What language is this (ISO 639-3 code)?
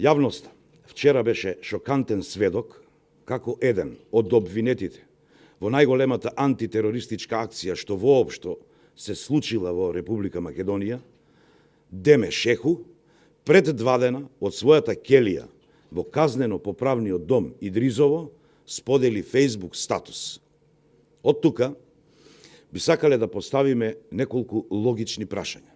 mkd